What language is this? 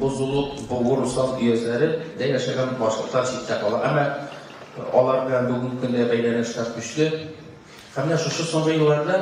Bashkir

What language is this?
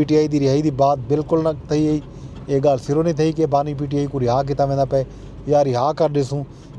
Saraiki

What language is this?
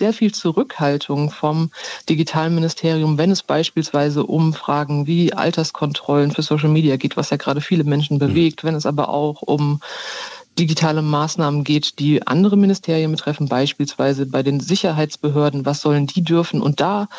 German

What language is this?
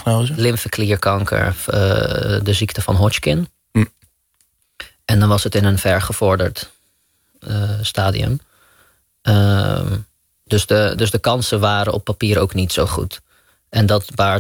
Dutch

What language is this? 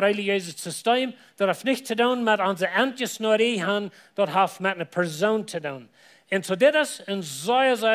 Plautdietsch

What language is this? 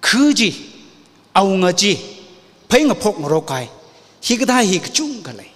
Tangkhul Naga (India)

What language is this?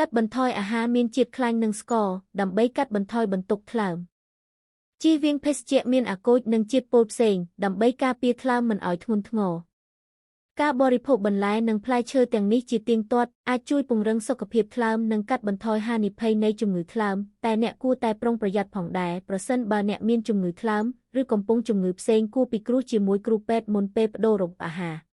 Khmer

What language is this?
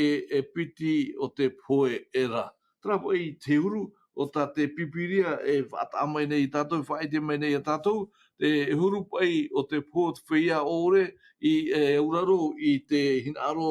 Tahitian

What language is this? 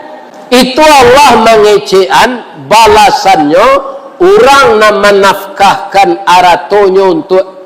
Minangkabau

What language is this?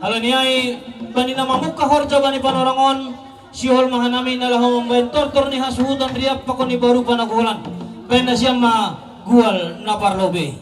Batak Simalungun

